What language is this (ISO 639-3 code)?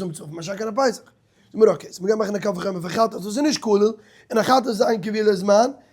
yid